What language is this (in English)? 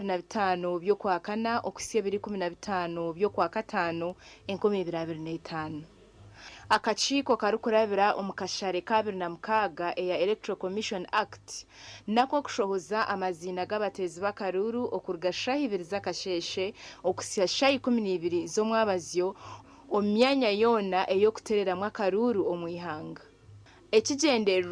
Nyankole